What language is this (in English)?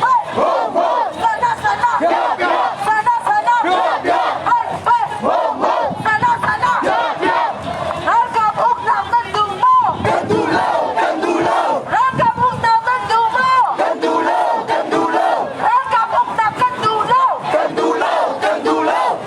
Hakha Chin